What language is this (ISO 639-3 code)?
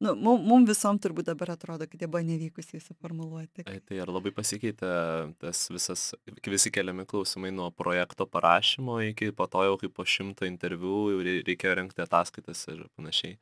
lit